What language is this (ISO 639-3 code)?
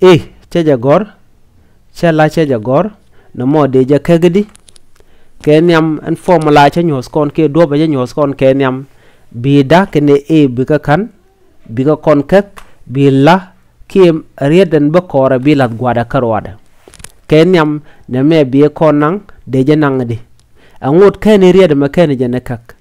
nus